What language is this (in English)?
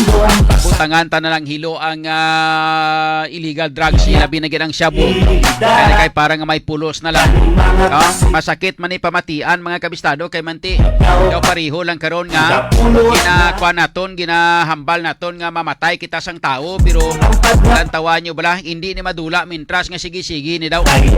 Hiligaynon